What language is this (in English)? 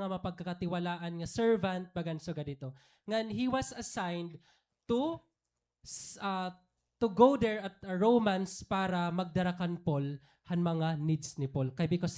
Waray